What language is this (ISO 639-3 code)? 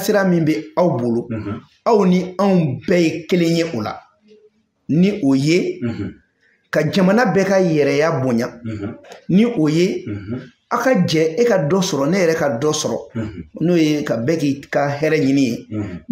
bam